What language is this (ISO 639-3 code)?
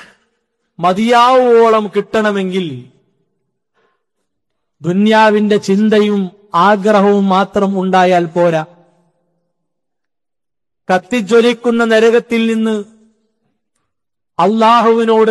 mal